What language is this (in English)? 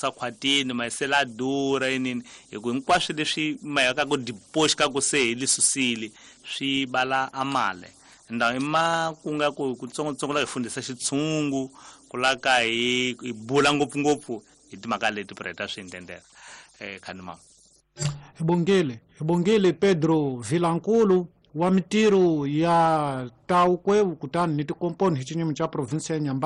Tsonga